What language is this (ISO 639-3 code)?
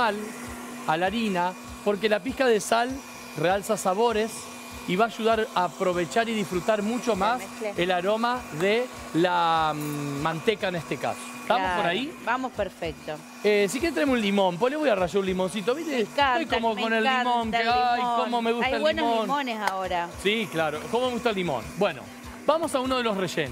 spa